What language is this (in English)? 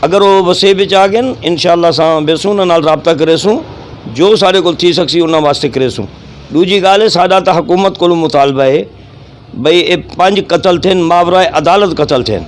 Saraiki